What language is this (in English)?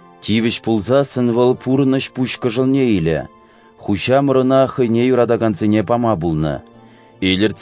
Chuvash